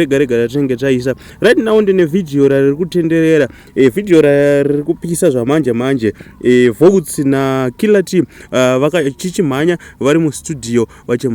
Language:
Shona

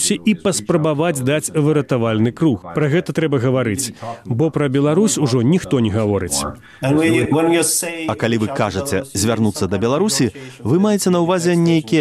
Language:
Belarusian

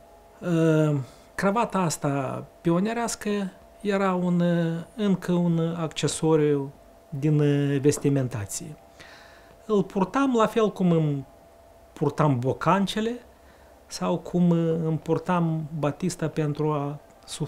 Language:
Romanian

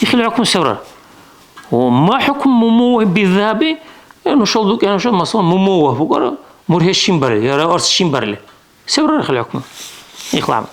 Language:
Dargwa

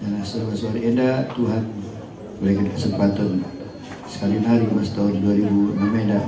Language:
Batak Karo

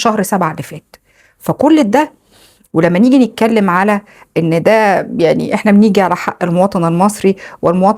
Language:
Egyptian Arabic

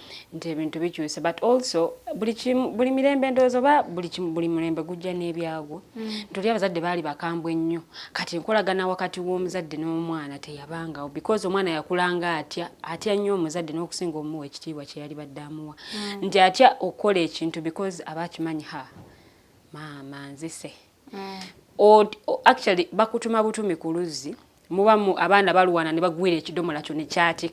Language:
Ganda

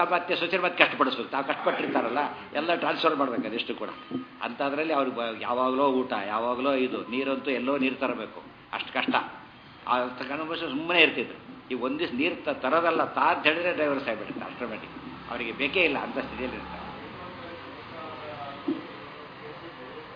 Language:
Kannada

